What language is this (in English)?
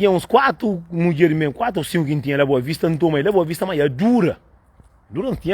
Kabuverdianu